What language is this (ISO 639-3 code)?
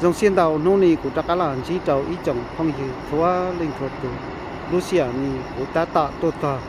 hmn